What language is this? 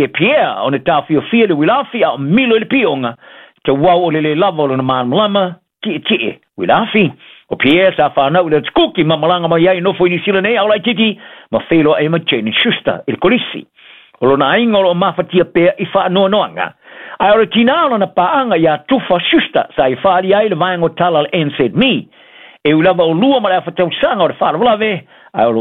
Samoan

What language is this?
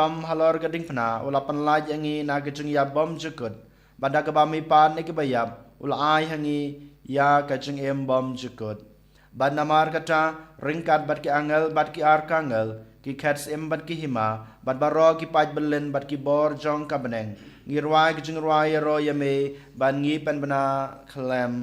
Khasi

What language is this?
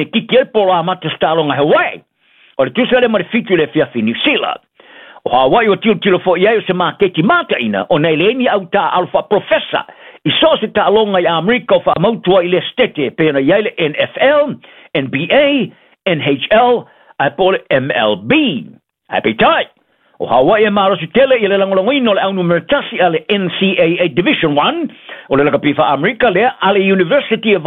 Samoan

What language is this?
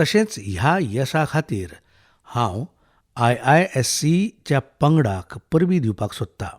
Konkani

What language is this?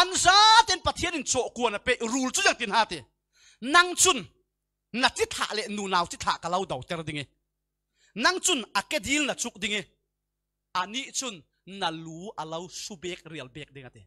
Falam Chin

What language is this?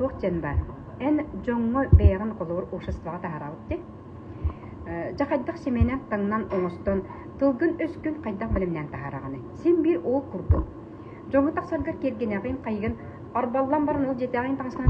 Yakut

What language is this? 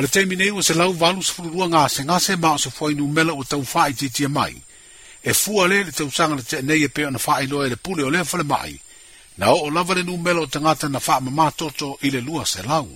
Samoan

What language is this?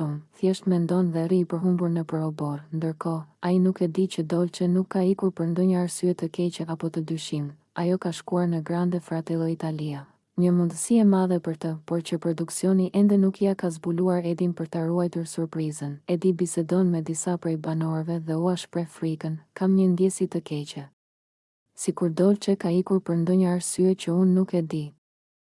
Albanian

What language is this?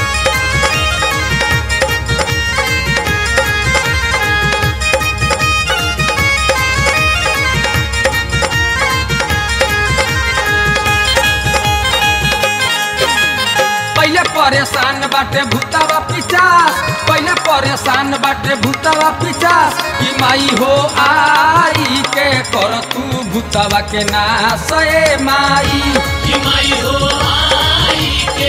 Bhojpuri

